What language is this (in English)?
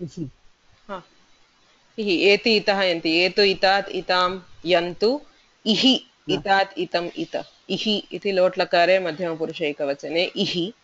Sanskrit